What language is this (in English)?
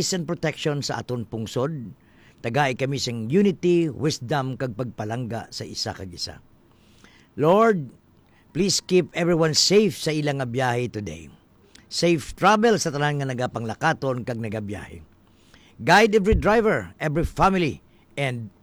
Hiligaynon